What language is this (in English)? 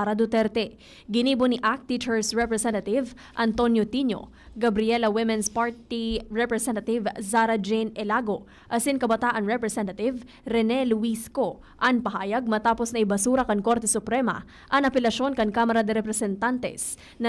Bikol